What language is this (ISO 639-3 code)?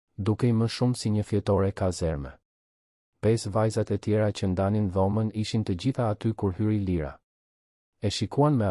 sqi